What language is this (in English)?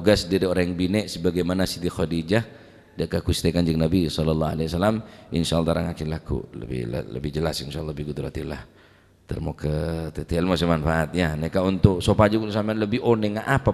Madurese